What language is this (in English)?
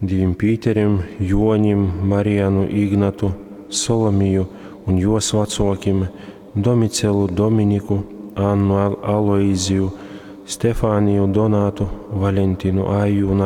Latgalian